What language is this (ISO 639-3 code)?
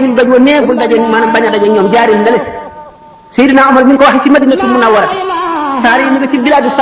wol